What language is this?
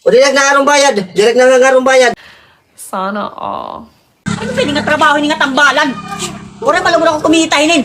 Waray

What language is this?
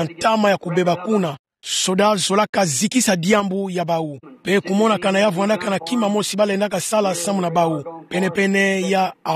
Kituba (Democratic Republic of Congo)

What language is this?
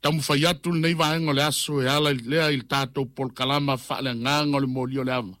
Samoan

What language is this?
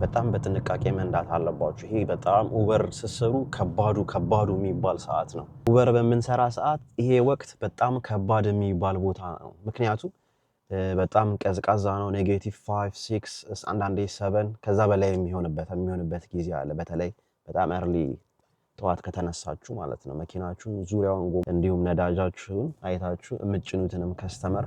Amharic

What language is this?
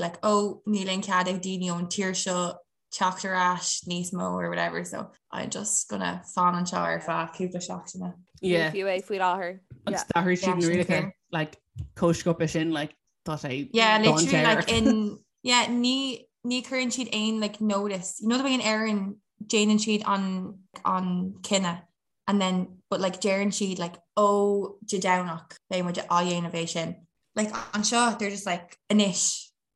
Irish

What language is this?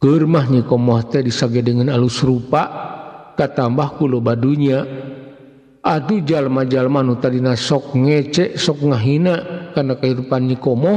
Sundanese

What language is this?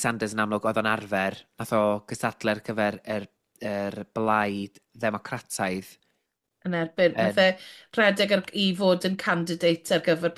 Welsh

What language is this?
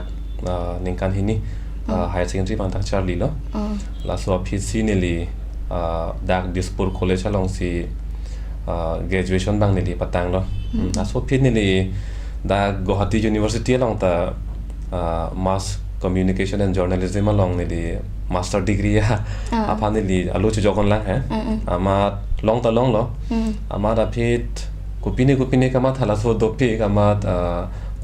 Karbi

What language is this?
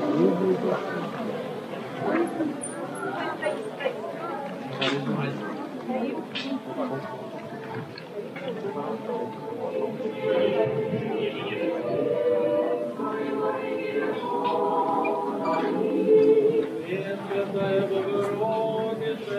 Russian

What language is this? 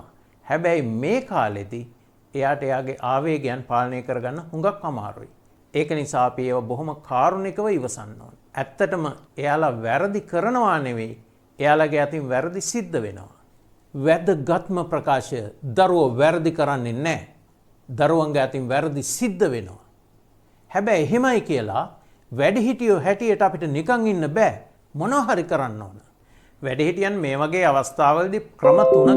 Sinhala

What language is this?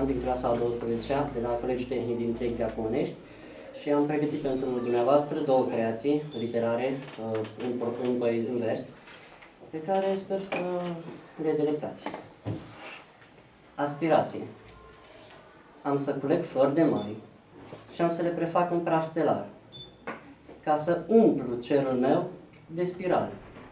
Romanian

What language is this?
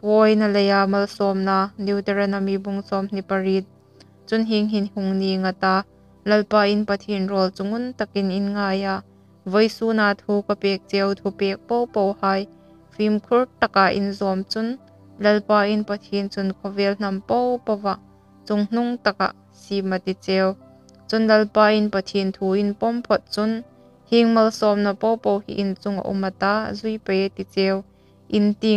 Hmar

